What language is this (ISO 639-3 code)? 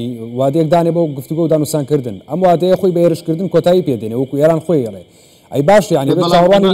ckb